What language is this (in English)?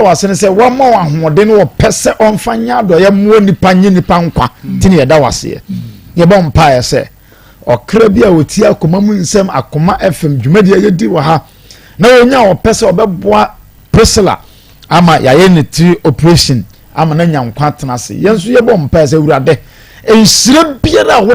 Akan